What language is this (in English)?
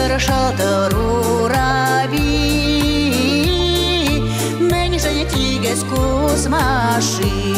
Chuvash